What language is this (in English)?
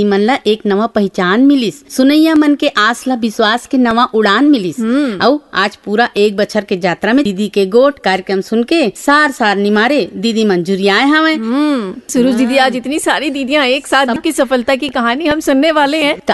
Chhattisgarhi